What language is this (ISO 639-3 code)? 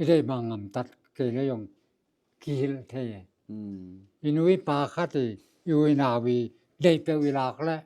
ctd